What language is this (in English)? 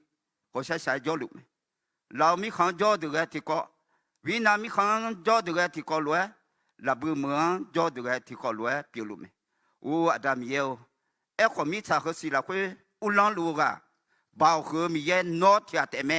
Akha